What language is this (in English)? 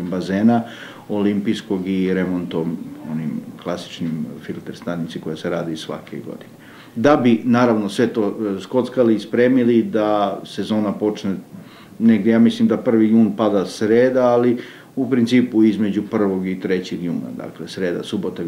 Serbian